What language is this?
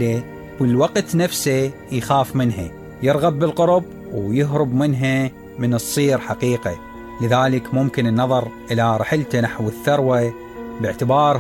Mesopotamian Arabic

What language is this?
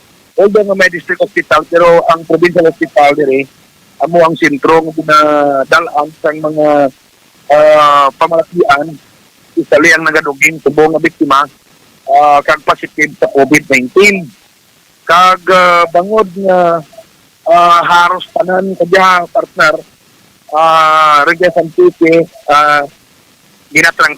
Hiligaynon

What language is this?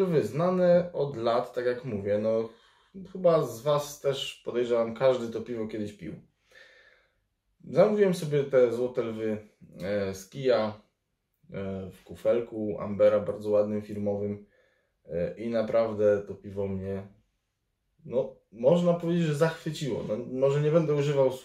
Polish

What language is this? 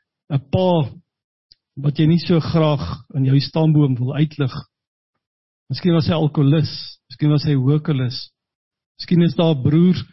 Afrikaans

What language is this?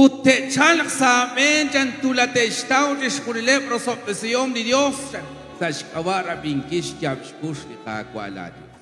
Kekchí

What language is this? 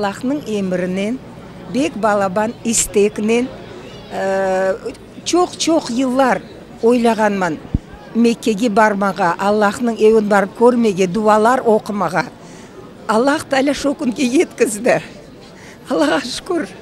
Crimean Tatar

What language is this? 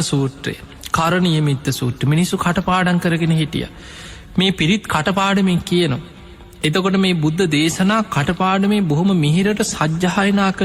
Sinhala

